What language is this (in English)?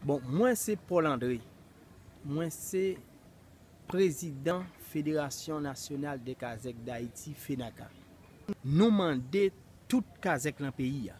Haitian Creole